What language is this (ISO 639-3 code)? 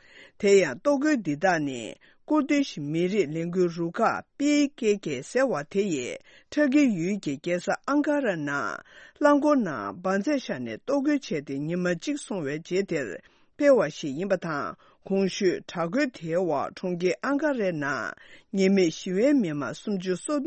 bod